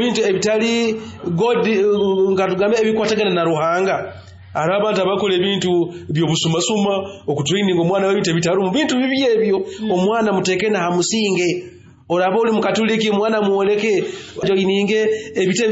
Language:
Nyoro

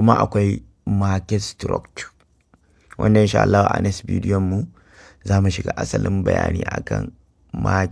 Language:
Hausa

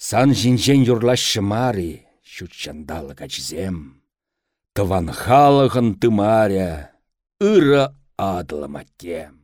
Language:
Chuvash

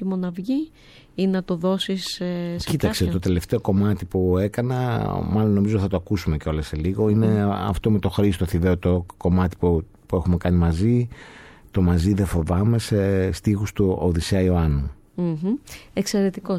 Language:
Greek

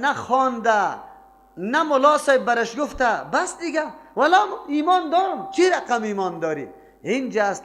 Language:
Persian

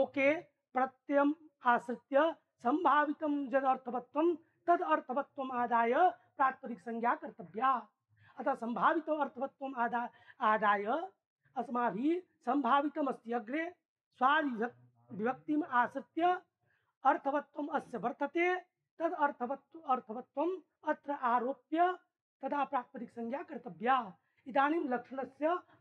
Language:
Sanskrit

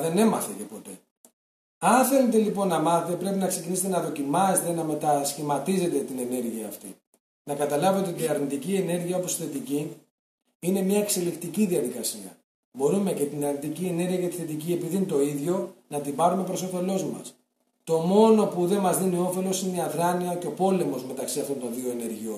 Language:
Greek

